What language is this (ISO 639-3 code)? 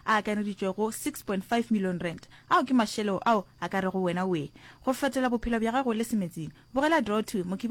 nso